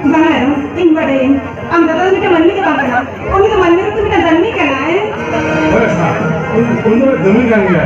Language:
Santali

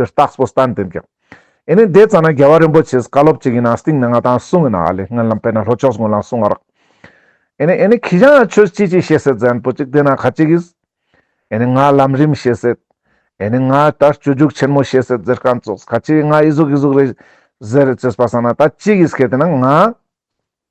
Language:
Ladakhi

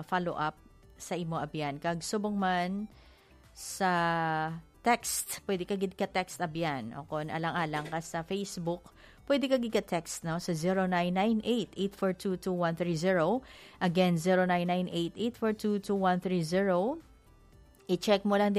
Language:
Hiligaynon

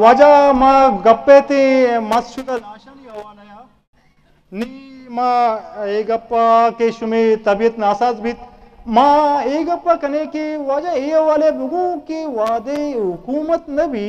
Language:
Eastern Balochi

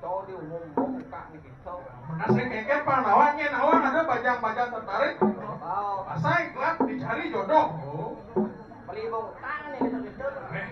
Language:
Balinese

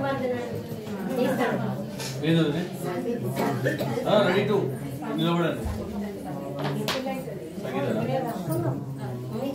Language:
Telugu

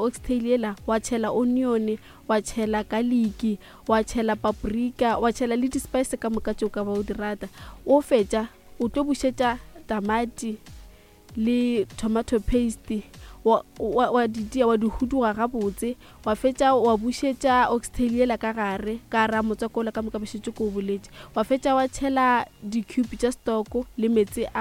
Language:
Northern Sotho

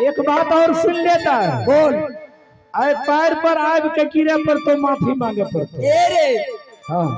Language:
Maithili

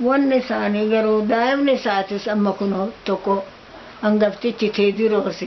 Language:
Oromo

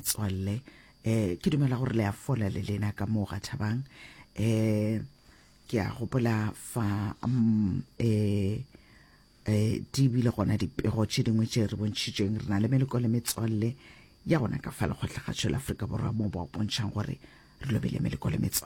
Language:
Northern Sotho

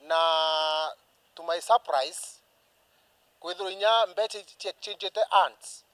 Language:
Meru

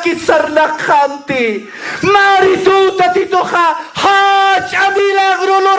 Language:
Aymara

